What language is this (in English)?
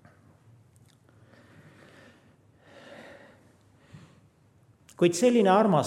Estonian